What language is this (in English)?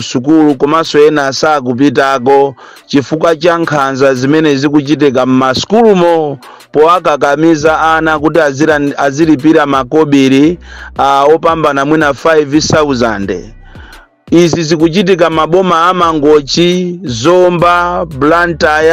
Nyanja